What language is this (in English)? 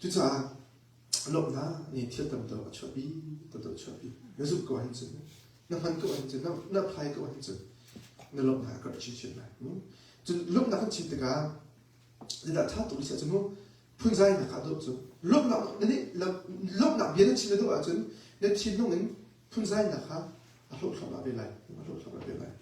Hakha Chin